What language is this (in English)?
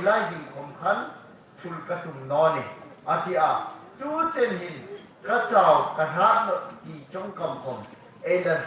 Hmar